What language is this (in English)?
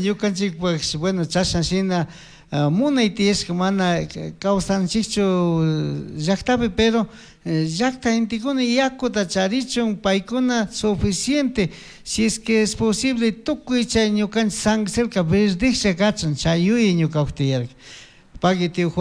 Chimborazo Highland Quichua